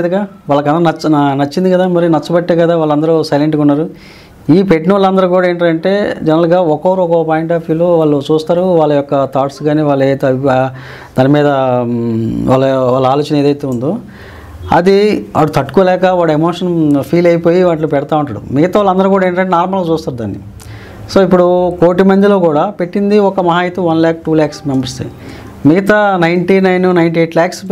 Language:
Telugu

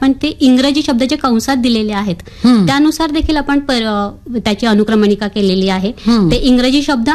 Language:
Marathi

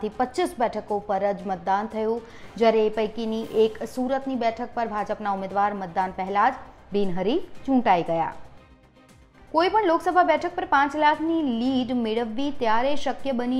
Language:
Gujarati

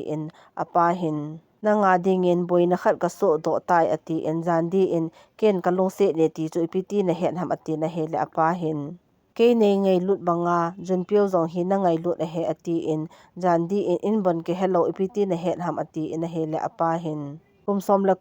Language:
Thado Chin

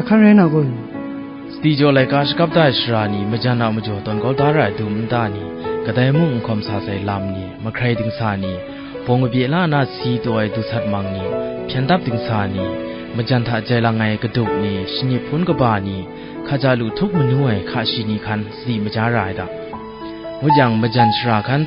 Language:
Kachin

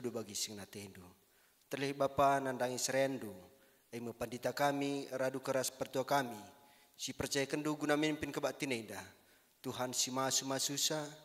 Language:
Batak Karo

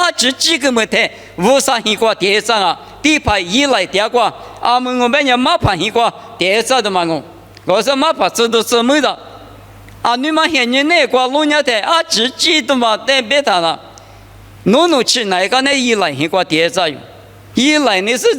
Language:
Lisu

